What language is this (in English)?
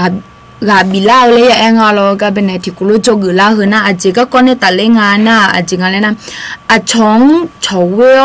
Akha